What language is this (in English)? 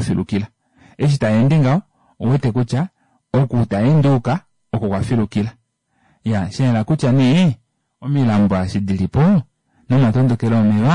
Kuanyama